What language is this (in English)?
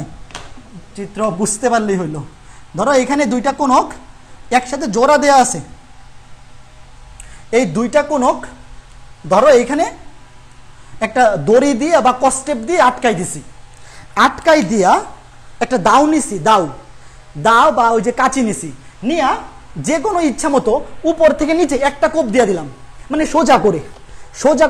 Bangla